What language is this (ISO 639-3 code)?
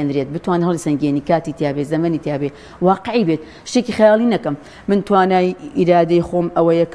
ckb